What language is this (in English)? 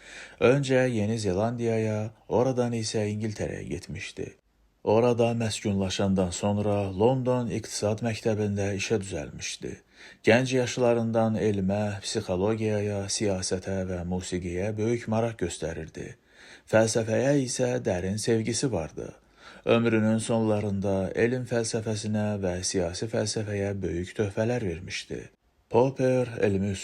Azerbaijani